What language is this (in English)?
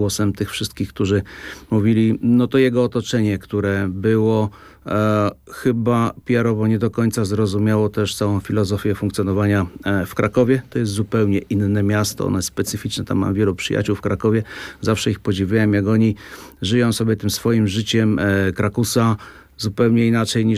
Polish